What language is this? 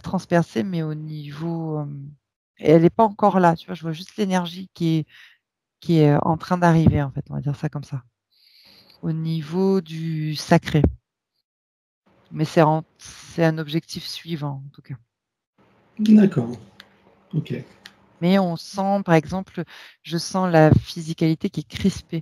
French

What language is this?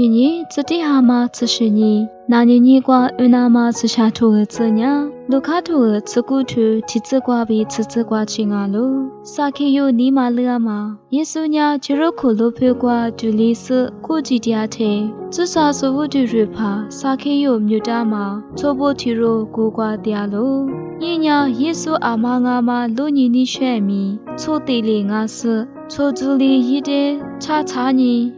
Lisu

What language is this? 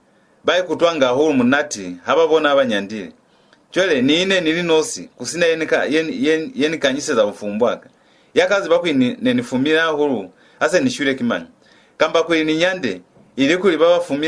Lozi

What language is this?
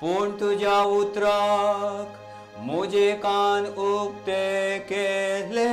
Konkani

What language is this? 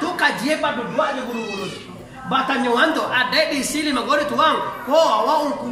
Minangkabau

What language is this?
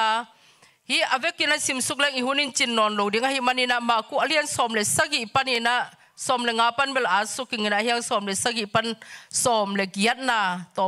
Tedim Chin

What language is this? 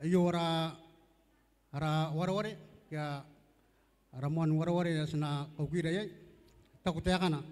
Gilbertese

